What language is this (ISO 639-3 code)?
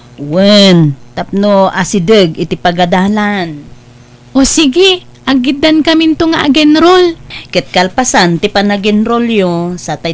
ilo